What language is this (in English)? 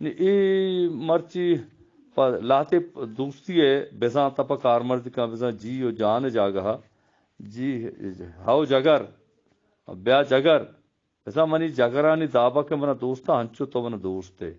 Eastern Balochi